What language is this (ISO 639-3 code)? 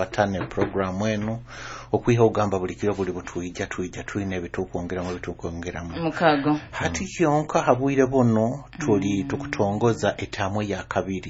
nyo